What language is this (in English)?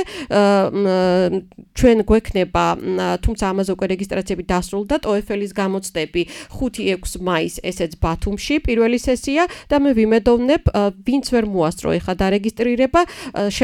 Georgian